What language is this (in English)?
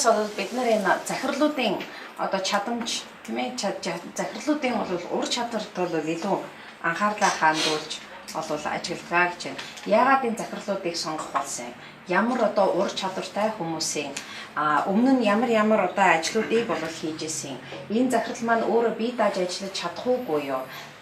Mongolian